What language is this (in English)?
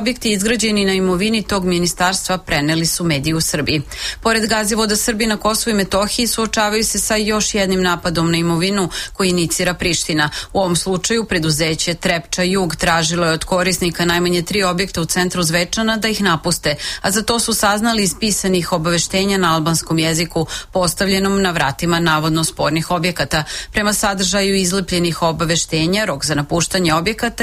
Serbian